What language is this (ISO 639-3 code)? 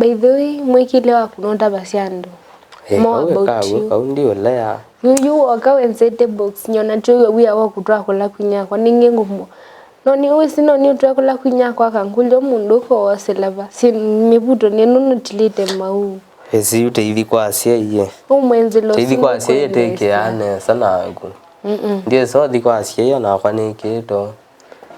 kam